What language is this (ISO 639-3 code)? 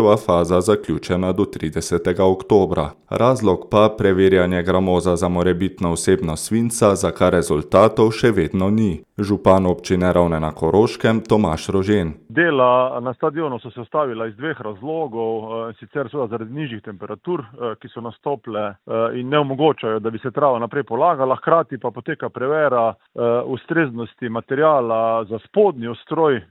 slv